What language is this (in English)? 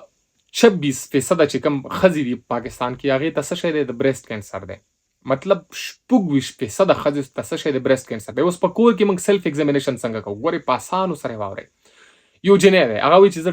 Pashto